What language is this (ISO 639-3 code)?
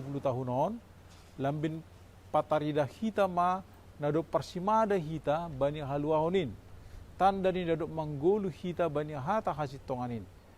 bts